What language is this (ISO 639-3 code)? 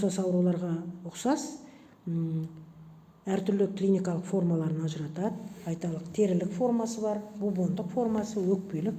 kaz